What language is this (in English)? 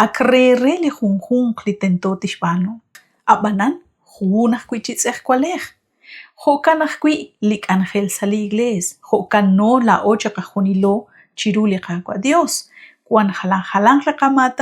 Kekchí